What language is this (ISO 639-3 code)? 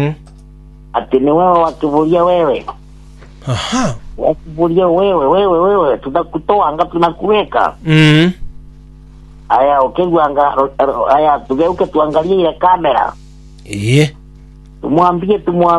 swa